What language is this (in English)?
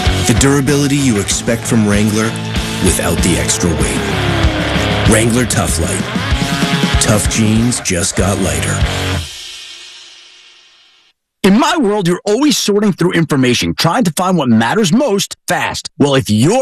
English